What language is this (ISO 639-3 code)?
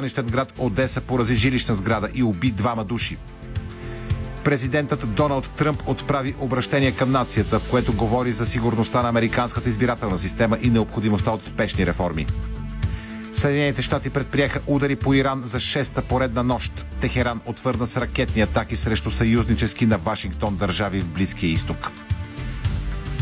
bul